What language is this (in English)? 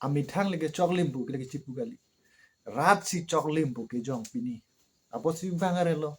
Karbi